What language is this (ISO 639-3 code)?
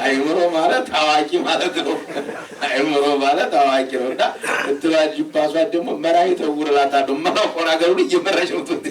amh